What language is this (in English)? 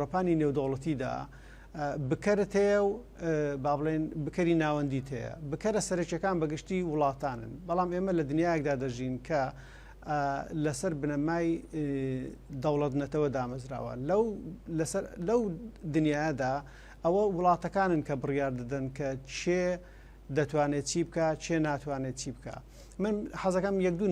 Central Kurdish